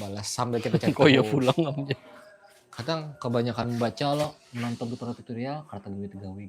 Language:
Banjar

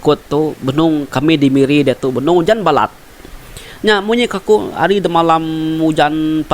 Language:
Iban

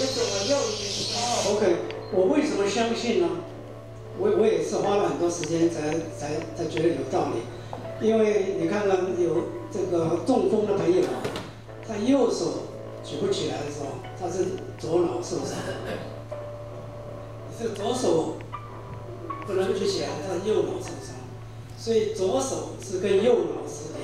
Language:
Chinese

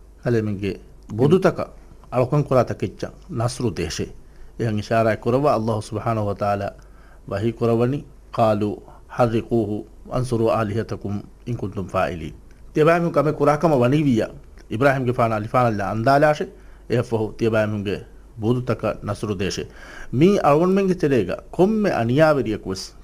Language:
Divehi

